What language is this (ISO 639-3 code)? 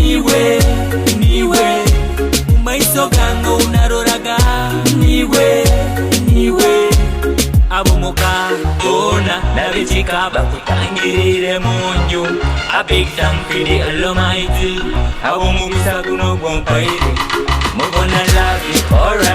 nyo